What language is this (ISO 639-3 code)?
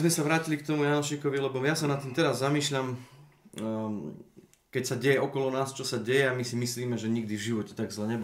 slk